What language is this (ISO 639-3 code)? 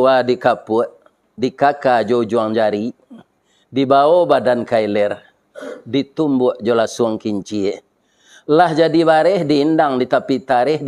min